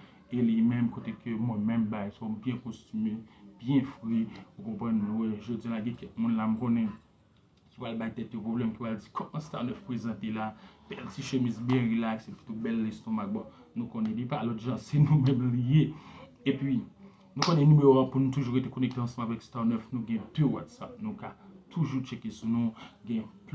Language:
Haitian Creole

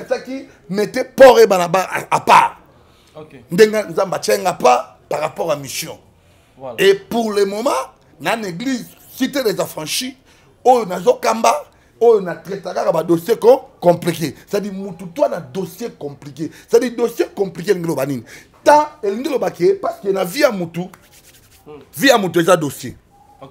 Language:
Lingala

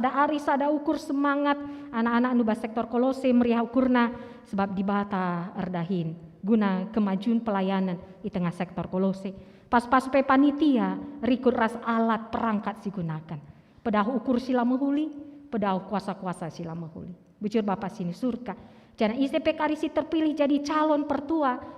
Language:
Batak Karo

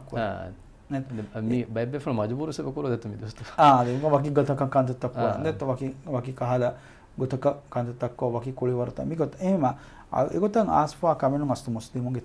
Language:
Divehi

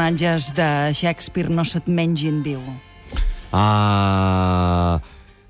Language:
Catalan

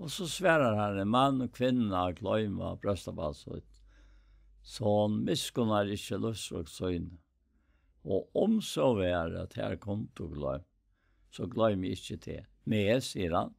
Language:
Faroese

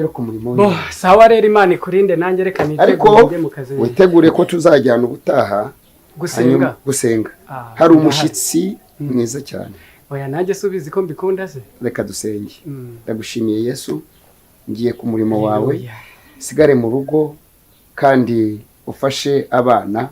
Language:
Kinyarwanda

